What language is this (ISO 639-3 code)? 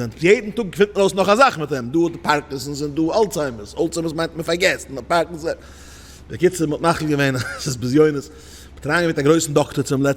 yid